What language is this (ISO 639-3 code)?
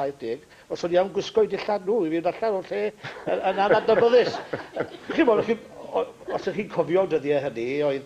cym